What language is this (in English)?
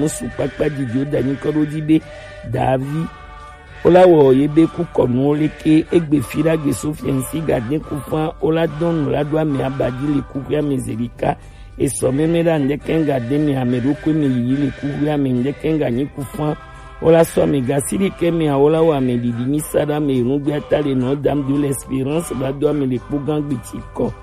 Gen